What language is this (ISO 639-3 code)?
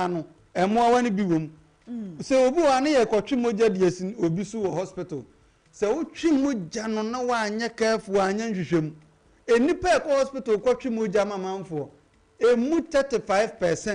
aka